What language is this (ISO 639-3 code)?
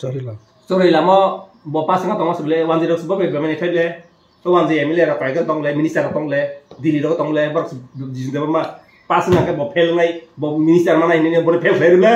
trp